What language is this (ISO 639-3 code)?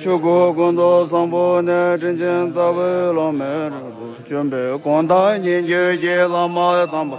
bod